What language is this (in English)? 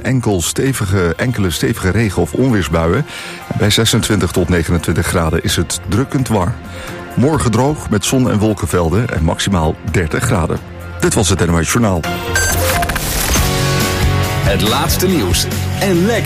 Dutch